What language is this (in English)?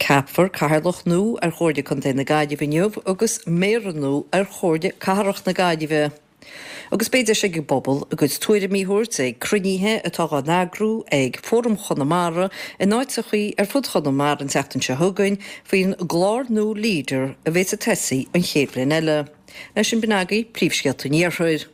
Irish